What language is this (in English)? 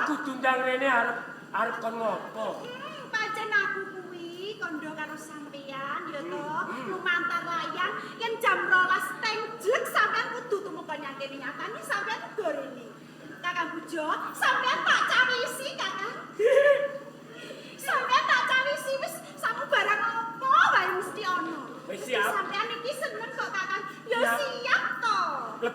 Javanese